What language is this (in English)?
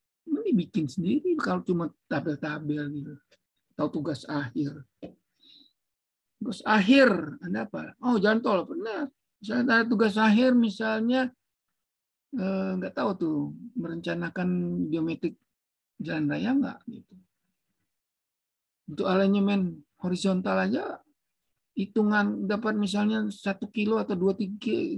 Indonesian